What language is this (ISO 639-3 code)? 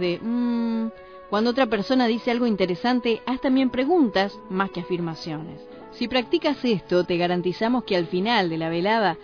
spa